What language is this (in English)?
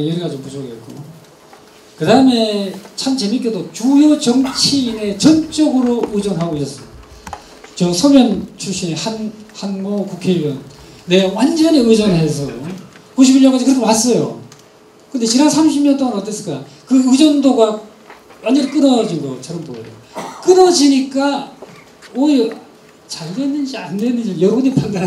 Korean